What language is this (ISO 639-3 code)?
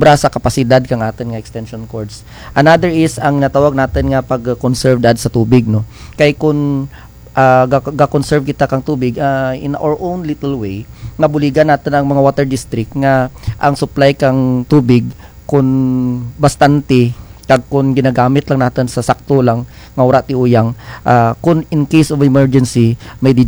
krj